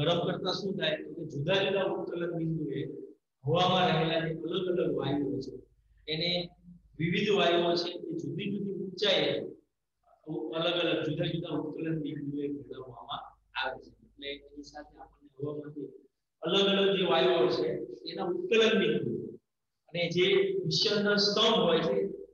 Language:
Gujarati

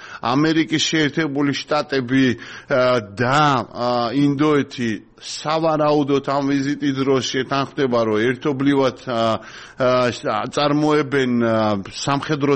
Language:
Georgian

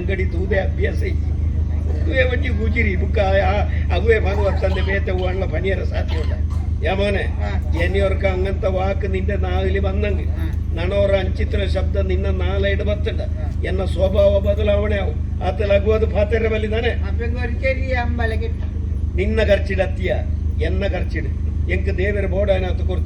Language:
Tulu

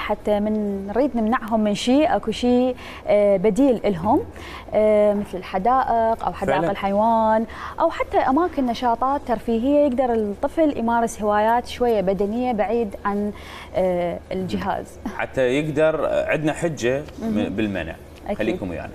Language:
Mesopotamian Arabic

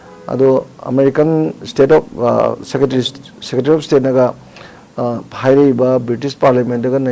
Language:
Manipuri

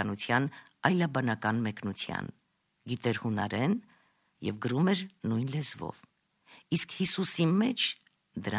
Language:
Armenian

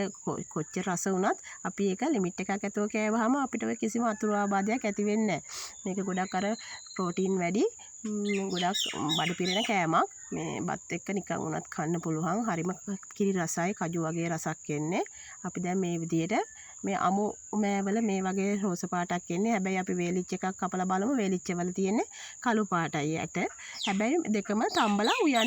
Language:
Sinhala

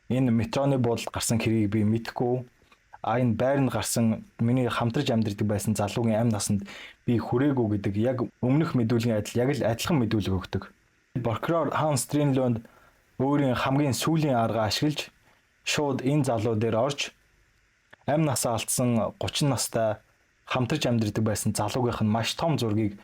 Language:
Mongolian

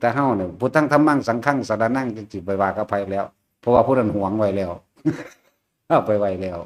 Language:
Lao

